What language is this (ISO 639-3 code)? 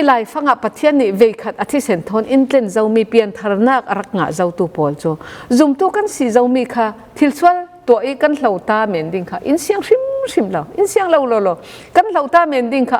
cfm